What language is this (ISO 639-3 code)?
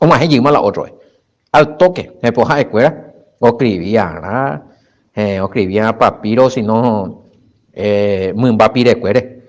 grn